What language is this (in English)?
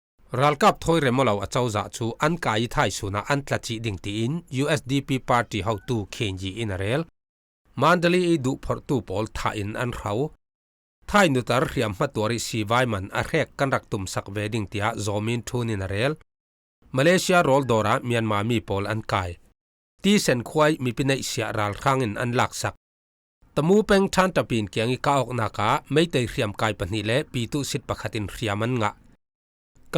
Falam Chin